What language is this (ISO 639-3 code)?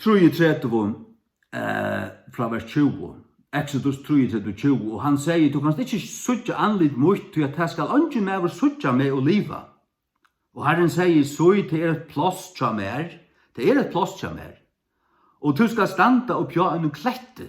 fao